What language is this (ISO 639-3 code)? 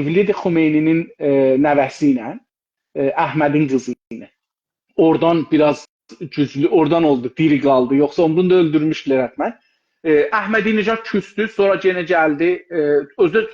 azb